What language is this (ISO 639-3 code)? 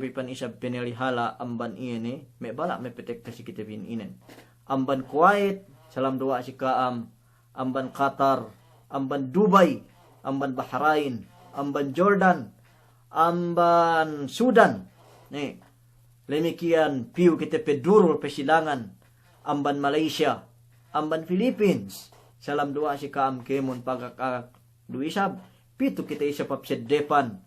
yka